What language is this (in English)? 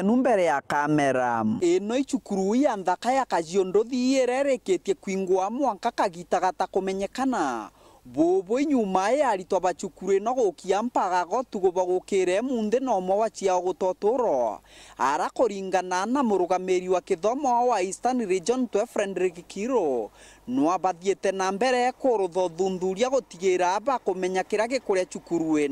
Meru